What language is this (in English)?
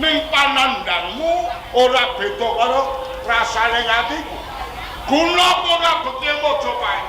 Javanese